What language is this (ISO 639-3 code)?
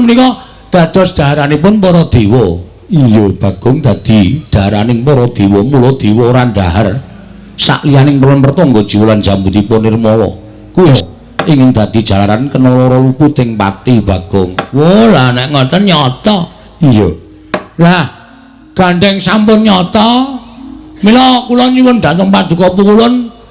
jav